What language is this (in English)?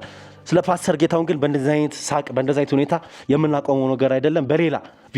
Amharic